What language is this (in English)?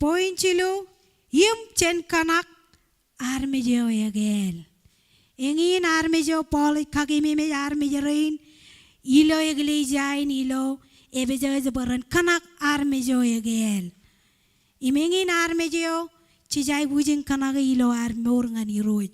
Marshallese